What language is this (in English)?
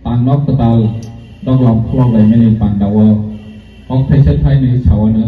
Kok Borok